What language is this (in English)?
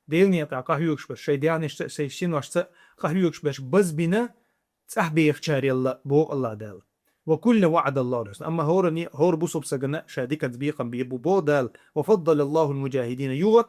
Chechen